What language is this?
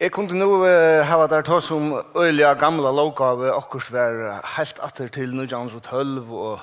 Faroese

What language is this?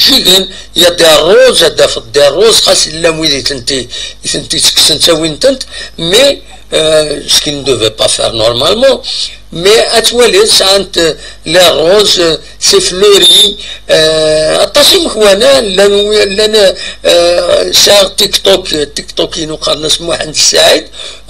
Kabyle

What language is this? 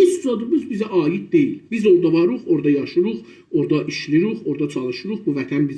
South Azerbaijani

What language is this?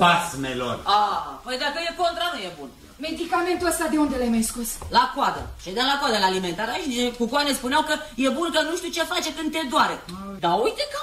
Romanian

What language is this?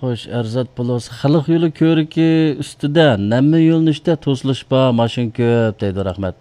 Uyghur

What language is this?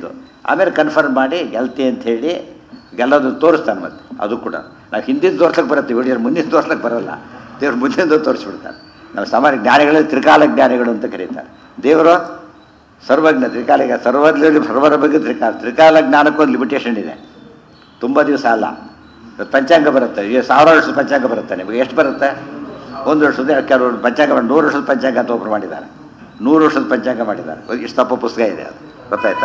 Kannada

